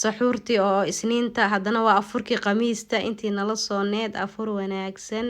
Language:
Somali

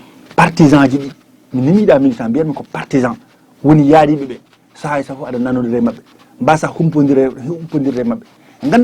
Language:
Fula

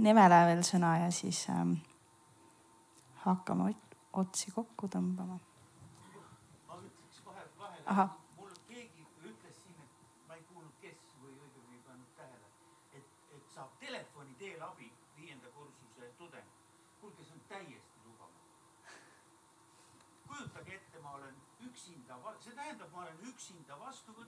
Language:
Estonian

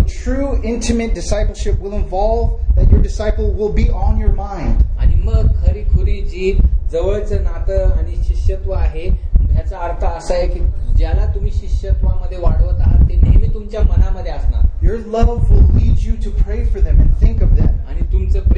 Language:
Marathi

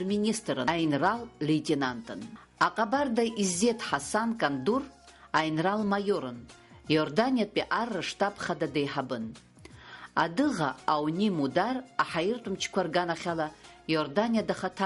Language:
Abkhazian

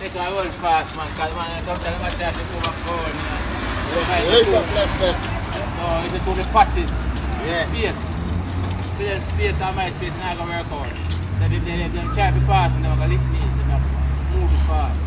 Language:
Jamaican Creole English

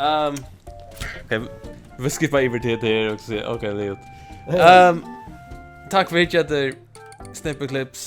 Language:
Faroese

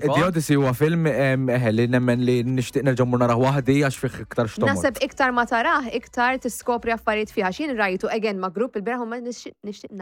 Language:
Maltese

